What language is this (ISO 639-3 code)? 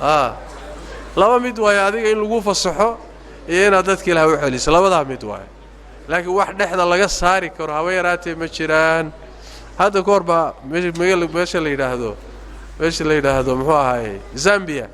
som